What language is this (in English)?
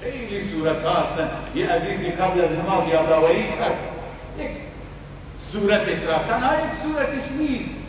Persian